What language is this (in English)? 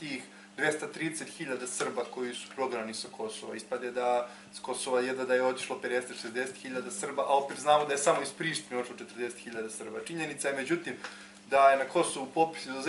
Serbian